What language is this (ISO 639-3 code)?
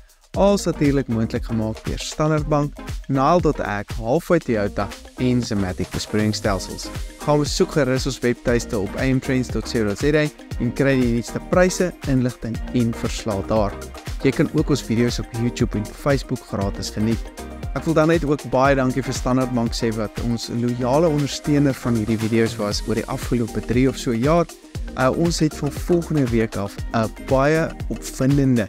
afr